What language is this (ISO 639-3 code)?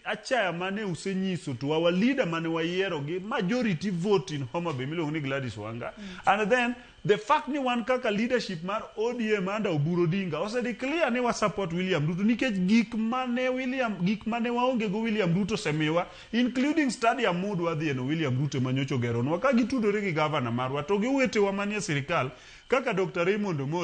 luo